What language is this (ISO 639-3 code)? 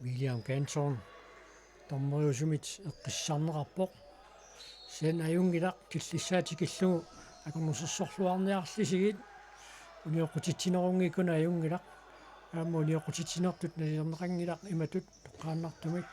kal